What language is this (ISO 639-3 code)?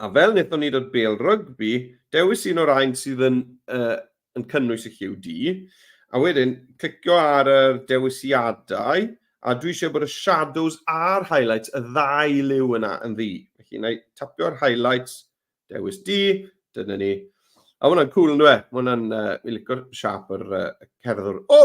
cym